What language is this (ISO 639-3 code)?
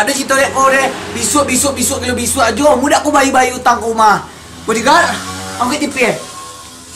min